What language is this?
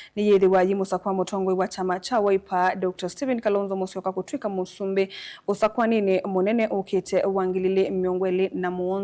Kamba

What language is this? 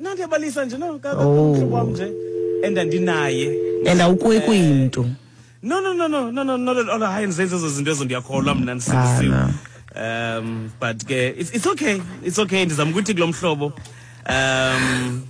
Xhosa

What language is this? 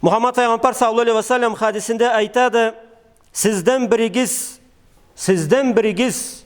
Karachay-Balkar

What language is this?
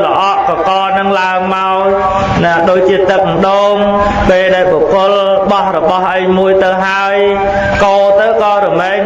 Khmer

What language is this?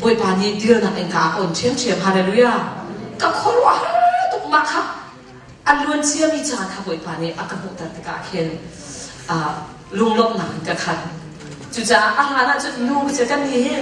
Hakha Chin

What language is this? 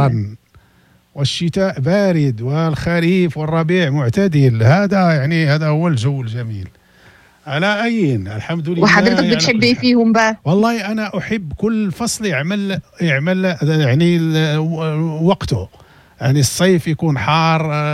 Moroccan Arabic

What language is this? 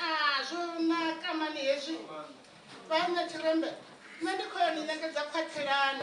Venda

